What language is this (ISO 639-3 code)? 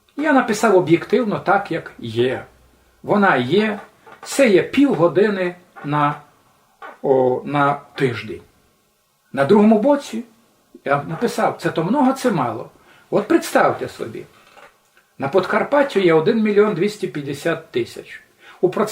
rue